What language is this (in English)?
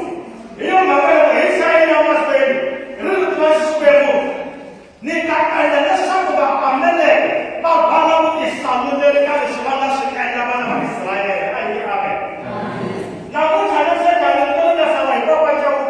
Tsonga